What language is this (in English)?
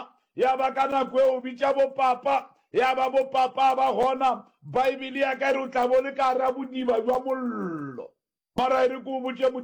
Northern Sotho